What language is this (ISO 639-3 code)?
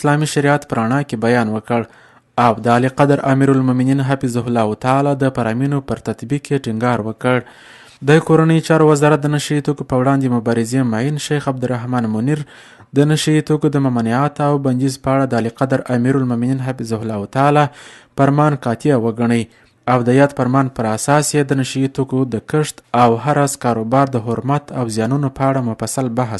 pus